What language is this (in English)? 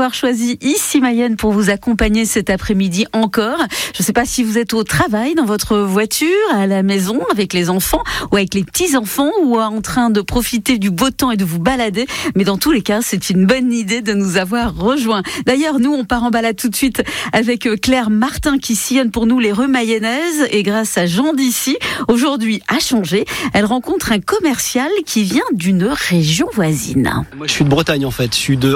French